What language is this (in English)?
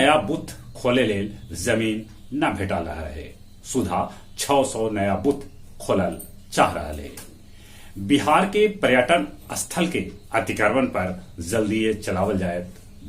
Magahi